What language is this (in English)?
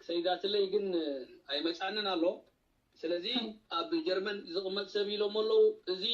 Tigrinya